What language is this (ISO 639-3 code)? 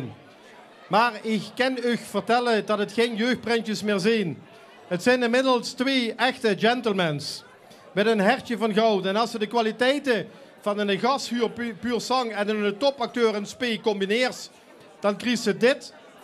lim